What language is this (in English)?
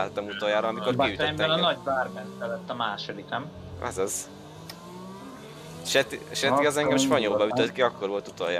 Hungarian